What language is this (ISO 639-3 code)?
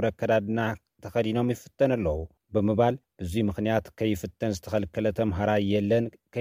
tir